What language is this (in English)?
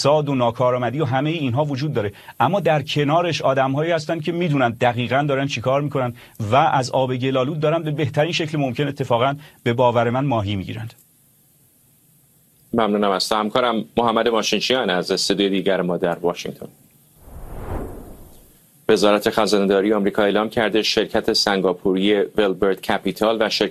Persian